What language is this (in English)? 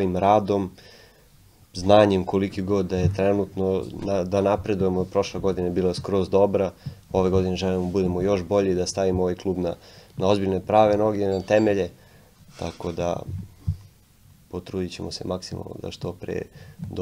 Serbian